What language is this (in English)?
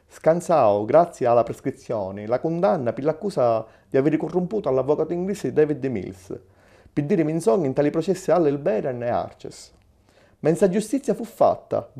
Sicilian